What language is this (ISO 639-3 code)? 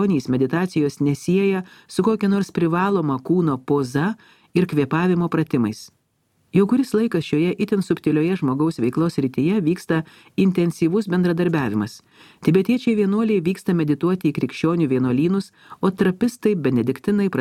lit